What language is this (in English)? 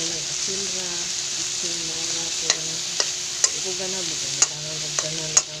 Cebuano